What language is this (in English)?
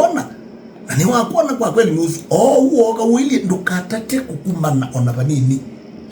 Kamba